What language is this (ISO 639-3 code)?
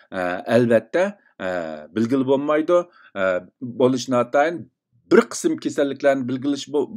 uig